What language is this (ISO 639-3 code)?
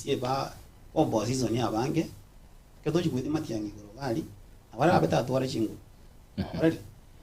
guz